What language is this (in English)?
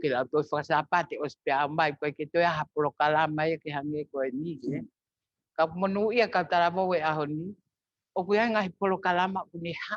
Tongan